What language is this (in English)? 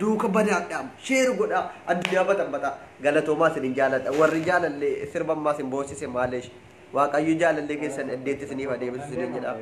Oromo